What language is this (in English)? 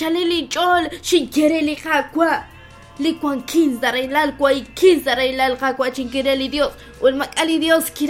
Kekchí